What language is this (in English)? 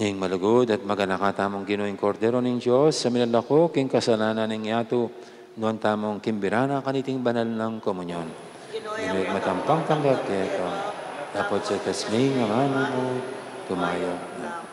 Pampanga